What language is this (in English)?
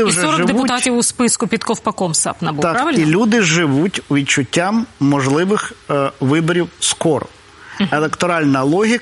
Ukrainian